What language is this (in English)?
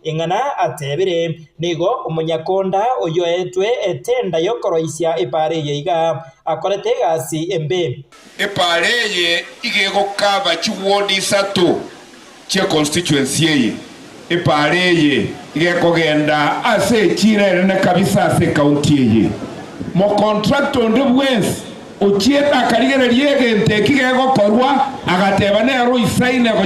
Gusii